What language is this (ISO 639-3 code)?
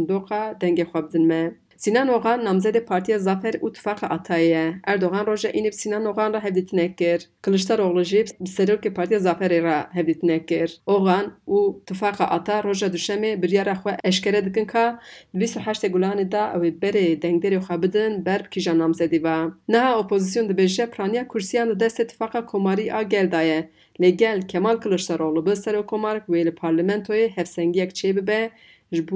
kur